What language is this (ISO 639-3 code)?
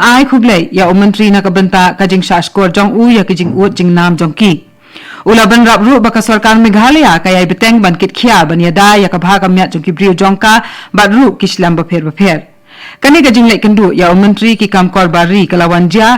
kha